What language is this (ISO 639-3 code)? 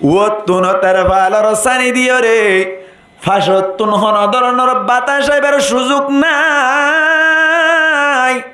rhg